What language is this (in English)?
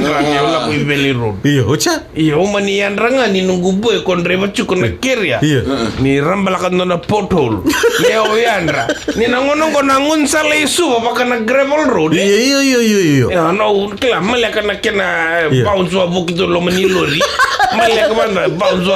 Fijian